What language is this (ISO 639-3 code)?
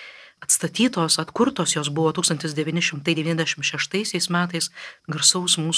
lit